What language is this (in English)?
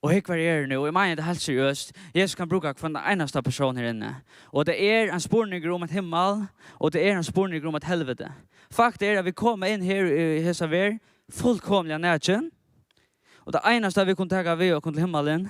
Faroese